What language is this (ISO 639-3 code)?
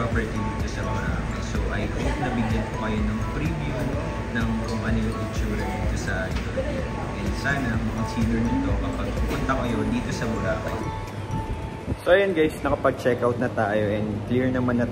fil